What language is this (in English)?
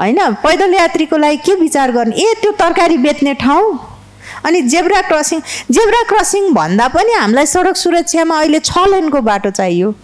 Nepali